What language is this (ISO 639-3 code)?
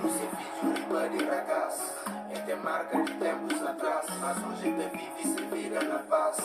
kea